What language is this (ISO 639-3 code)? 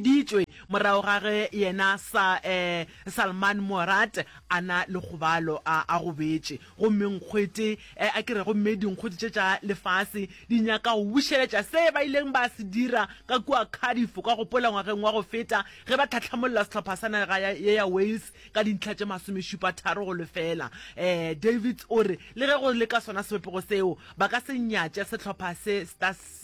nso